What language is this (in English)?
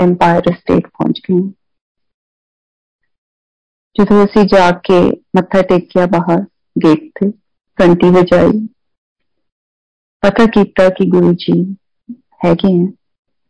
Punjabi